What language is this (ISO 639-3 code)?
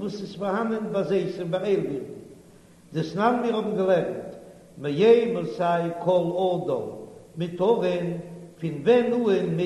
yid